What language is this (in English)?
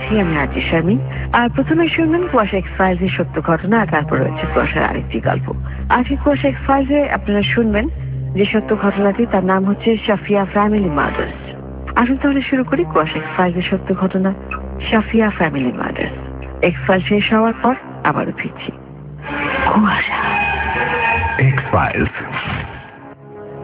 Bangla